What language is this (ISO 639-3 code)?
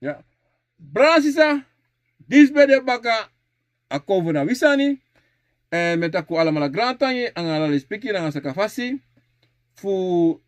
srn